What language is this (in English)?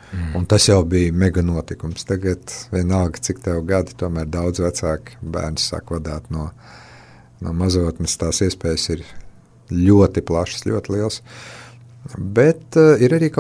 Latvian